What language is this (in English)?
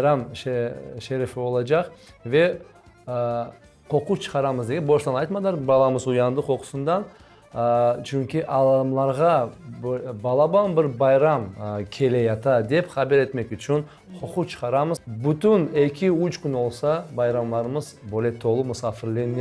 Crimean Tatar